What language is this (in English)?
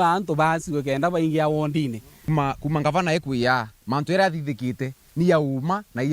Meru